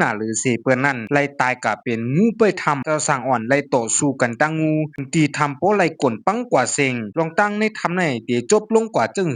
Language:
Shan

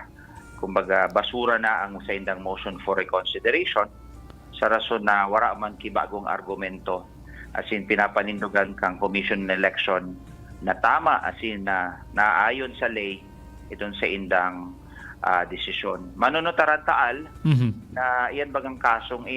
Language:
Bikol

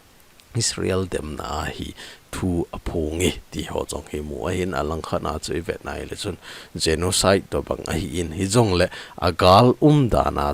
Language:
Thado Chin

